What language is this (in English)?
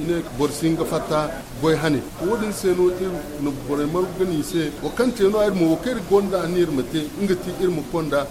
Zarma